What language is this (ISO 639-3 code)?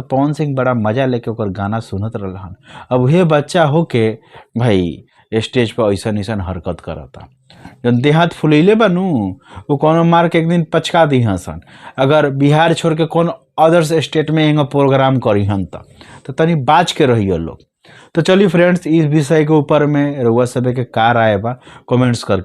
bho